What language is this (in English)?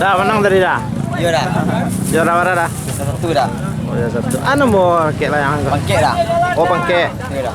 Minangkabau